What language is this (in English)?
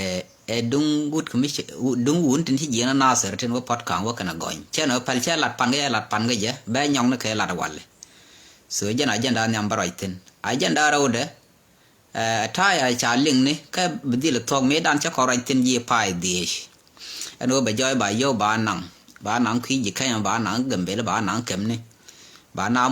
Nuer